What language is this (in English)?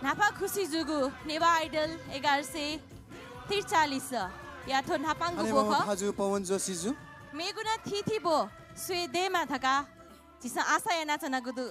Newari